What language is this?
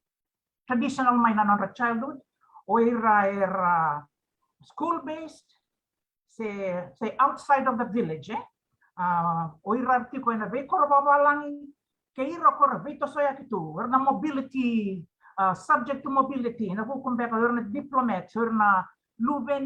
Fijian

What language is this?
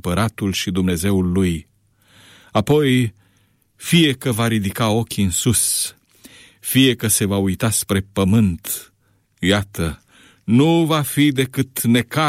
Romanian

